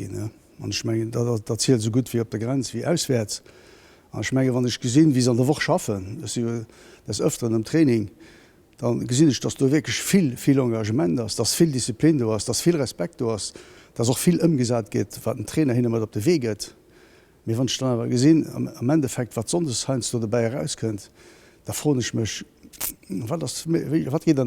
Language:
Luxembourgish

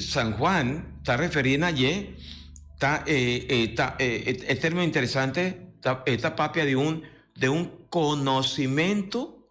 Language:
Papiamento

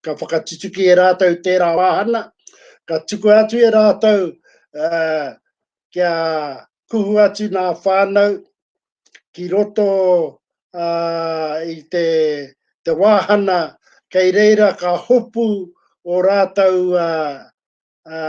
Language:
Māori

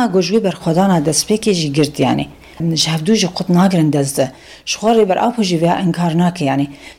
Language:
Kurdish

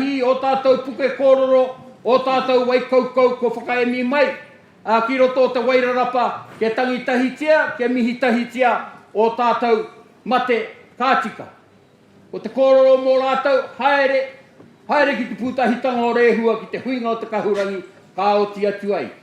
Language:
Māori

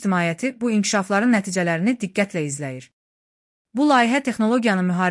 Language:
Azerbaijani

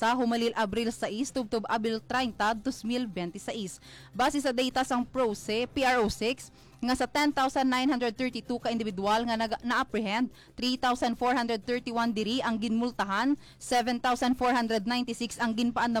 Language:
Hiligaynon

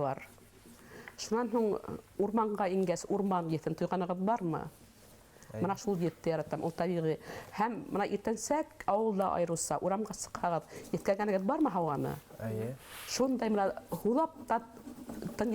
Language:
Bashkir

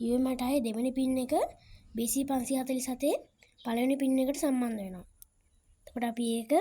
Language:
Sinhala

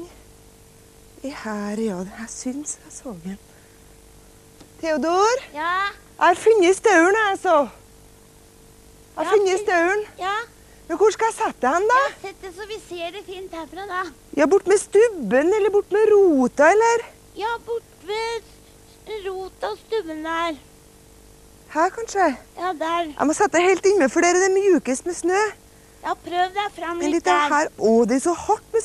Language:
Norwegian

